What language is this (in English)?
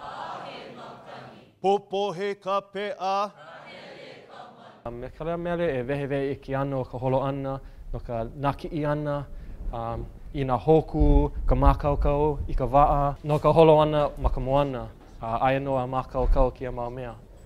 Hawaiian